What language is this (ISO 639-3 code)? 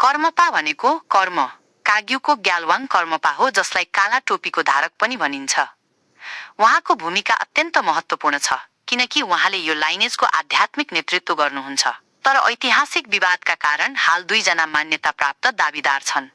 nep